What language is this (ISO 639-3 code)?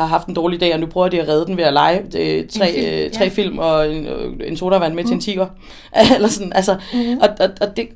dan